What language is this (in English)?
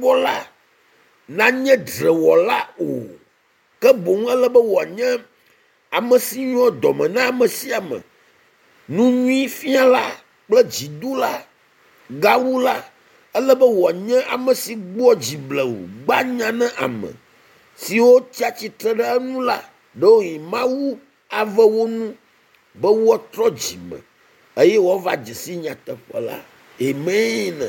Ewe